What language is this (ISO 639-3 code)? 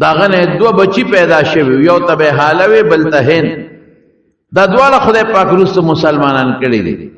pus